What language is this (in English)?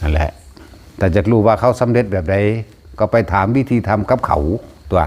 Northeastern Thai